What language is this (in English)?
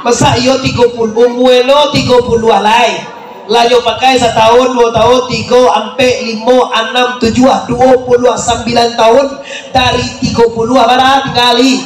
Minangkabau